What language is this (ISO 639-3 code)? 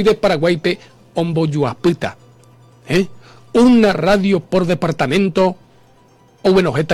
grn